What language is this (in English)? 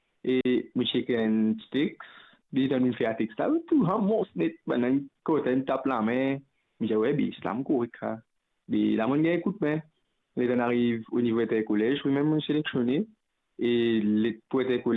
Morisyen